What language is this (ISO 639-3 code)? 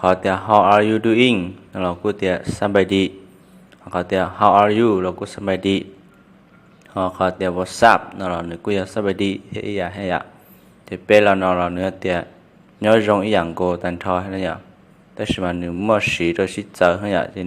hmn